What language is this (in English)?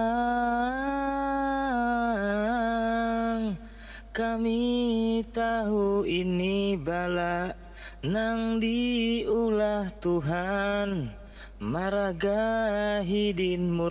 Banjar